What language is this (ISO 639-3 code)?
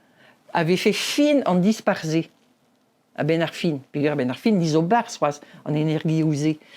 bre